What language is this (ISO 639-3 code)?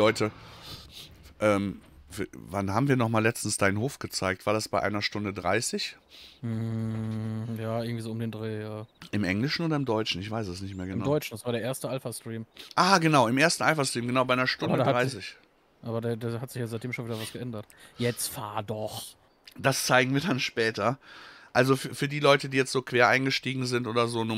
deu